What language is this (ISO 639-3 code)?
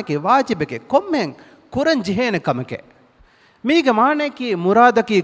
div